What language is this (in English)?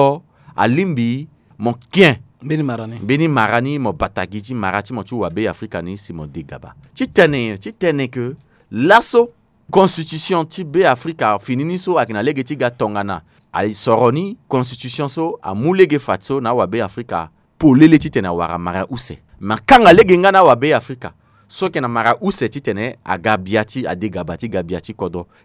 Sango